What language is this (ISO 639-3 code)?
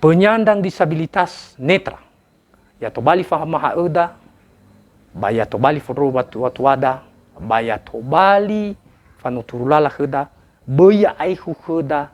nia